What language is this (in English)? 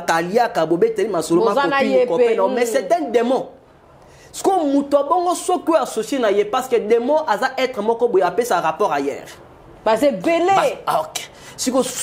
Lingala